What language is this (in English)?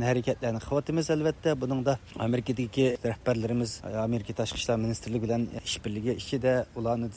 Uyghur